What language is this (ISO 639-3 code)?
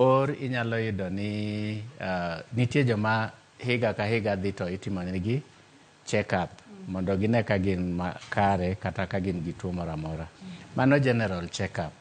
luo